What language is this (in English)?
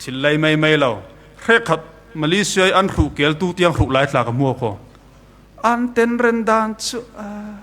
Falam Chin